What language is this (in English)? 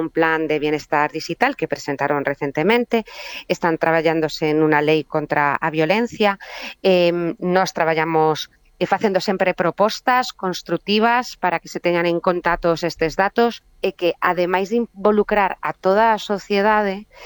Galician